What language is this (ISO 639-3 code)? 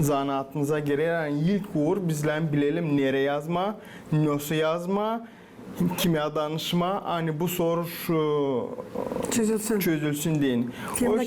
gag